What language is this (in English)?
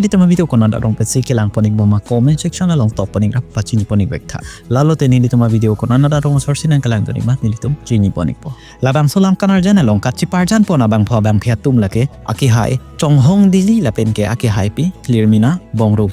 Karbi